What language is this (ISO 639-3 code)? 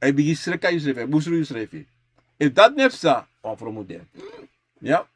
srn